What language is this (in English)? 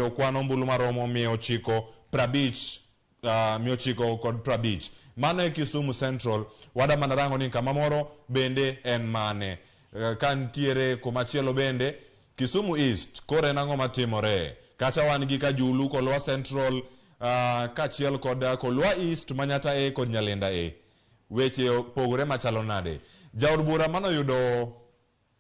Luo (Kenya and Tanzania)